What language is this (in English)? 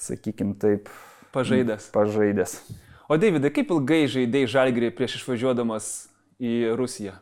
Lithuanian